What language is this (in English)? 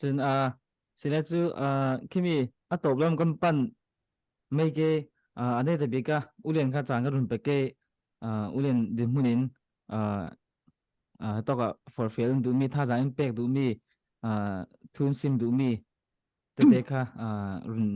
Falam Chin